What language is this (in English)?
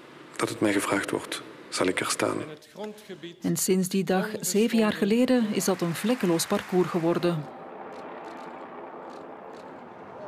Dutch